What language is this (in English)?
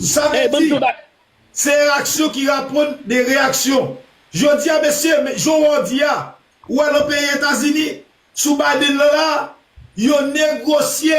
Haitian Creole